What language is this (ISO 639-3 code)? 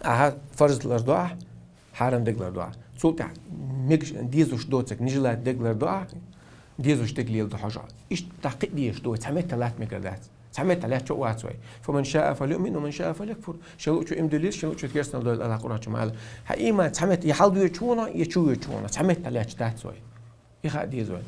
che